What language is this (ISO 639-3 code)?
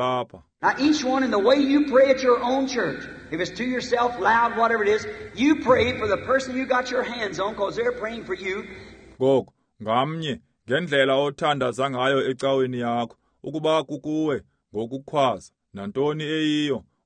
xho